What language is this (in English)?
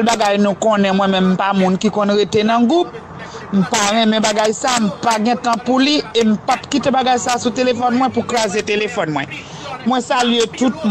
Haitian Creole